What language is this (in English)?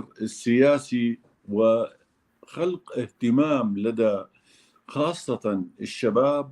North Levantine Arabic